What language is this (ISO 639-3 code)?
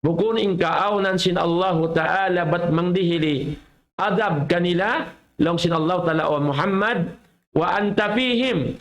tsg